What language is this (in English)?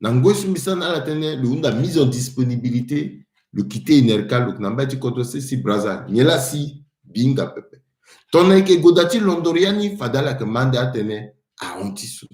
Sango